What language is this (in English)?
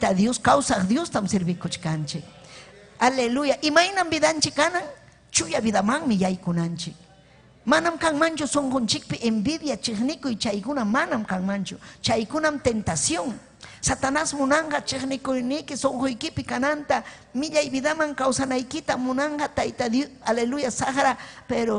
Ayacucho Quechua